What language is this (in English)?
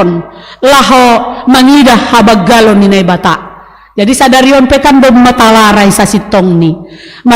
Batak Simalungun